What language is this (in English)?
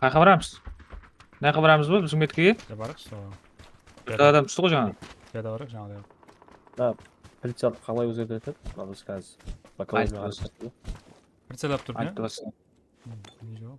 Kara-Kalpak